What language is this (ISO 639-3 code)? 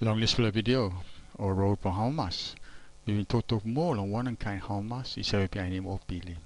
tpi